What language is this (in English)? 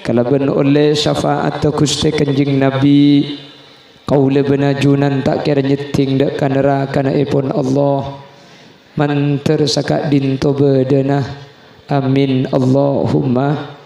Madurese